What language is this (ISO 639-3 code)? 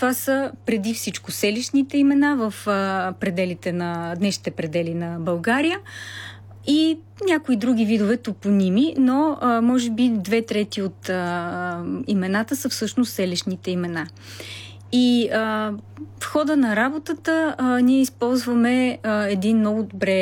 bul